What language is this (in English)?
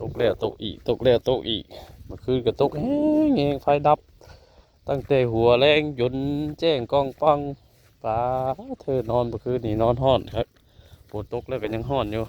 Northeastern Thai